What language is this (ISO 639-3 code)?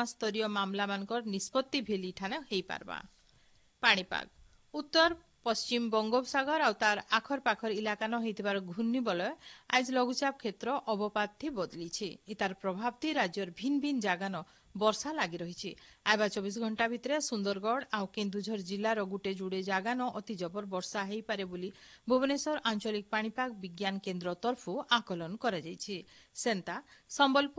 ori